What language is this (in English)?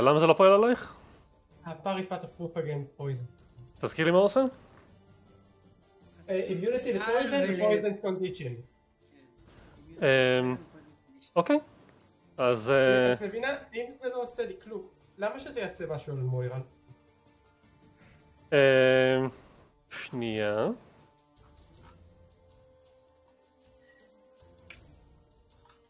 Hebrew